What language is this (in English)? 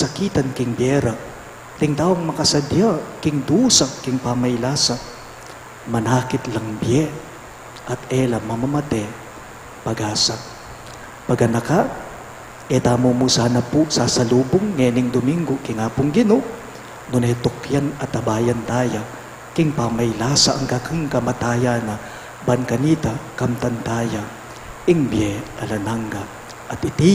Pampanga